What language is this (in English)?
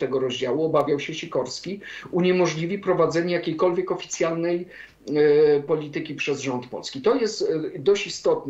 Polish